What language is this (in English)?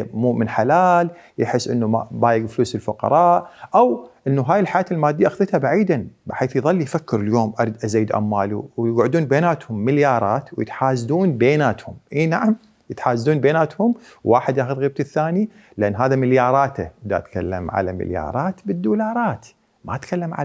Mesopotamian Arabic